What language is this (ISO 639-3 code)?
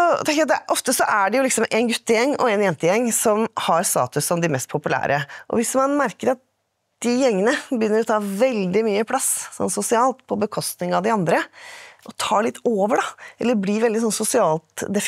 nor